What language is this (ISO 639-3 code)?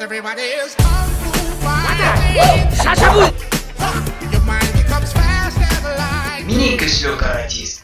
bak